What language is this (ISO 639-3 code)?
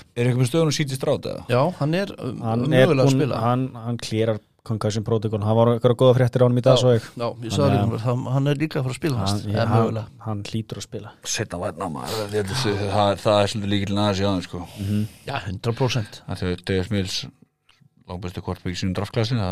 isl